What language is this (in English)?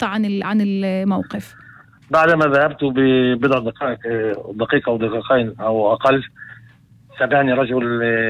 North Levantine Arabic